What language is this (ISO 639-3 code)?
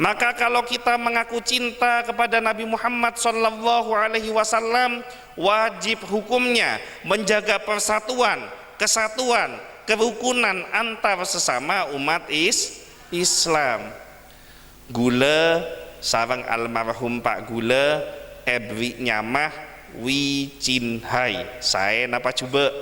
mad